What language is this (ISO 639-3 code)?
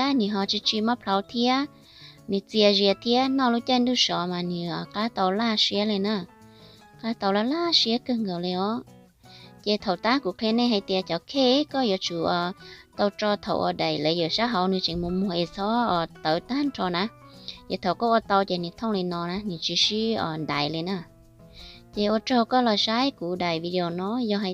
hmn